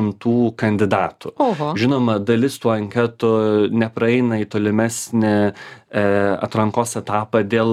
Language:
Lithuanian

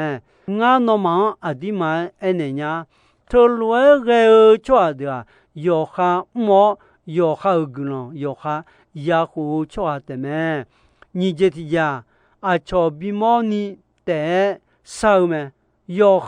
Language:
Akha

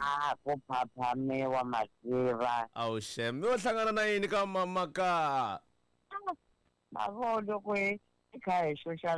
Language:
Tsonga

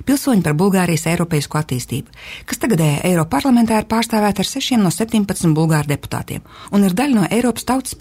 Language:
Latvian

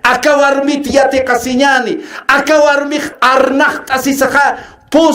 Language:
Aymara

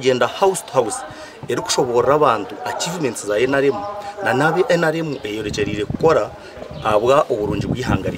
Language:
Nyankole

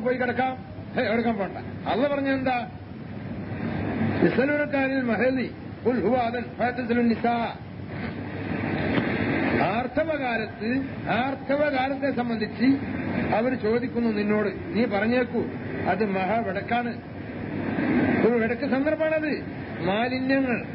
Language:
Malayalam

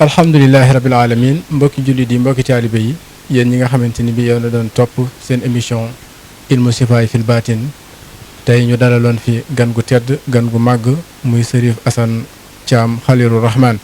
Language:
Wolof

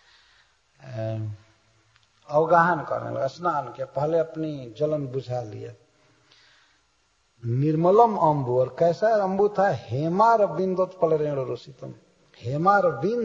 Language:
Hindi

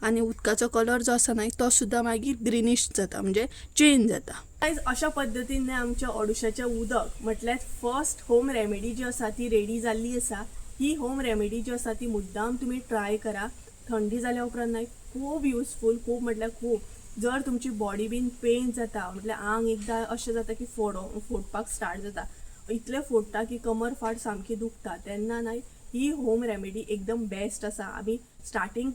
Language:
Konkani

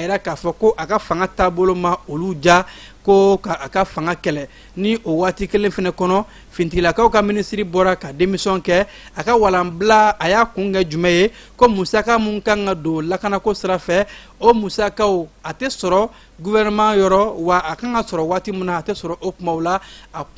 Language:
Bambara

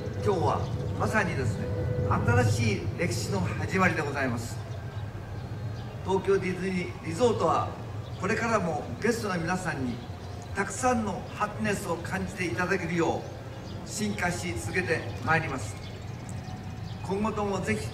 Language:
Japanese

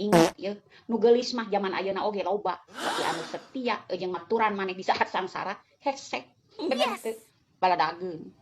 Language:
Sundanese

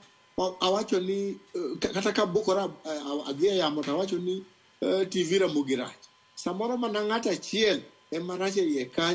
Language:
Luo (Kenya and Tanzania)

